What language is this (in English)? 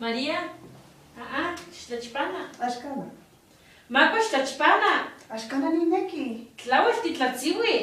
Eastern Huasteca Nahuatl